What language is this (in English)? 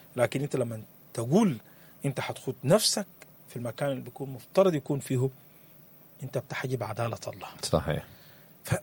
Sudanese Arabic